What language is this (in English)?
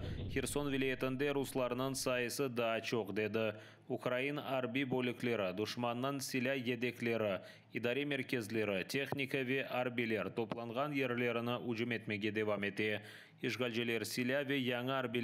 Crimean Tatar